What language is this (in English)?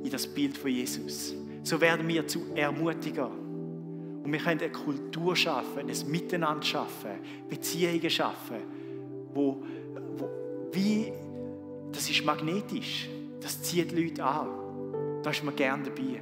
Swiss German